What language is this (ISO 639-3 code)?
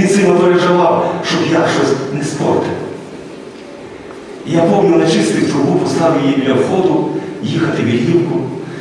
ukr